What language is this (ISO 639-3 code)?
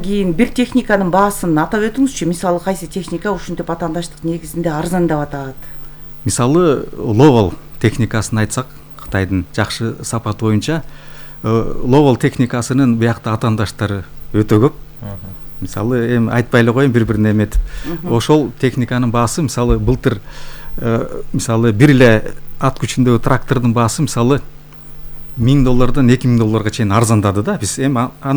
kir